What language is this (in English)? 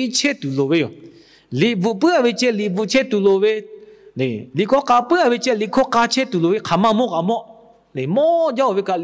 Lahu